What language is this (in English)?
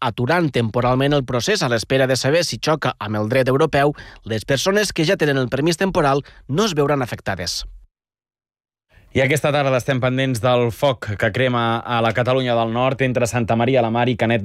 Catalan